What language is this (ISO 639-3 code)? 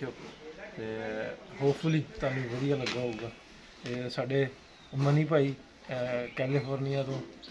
pan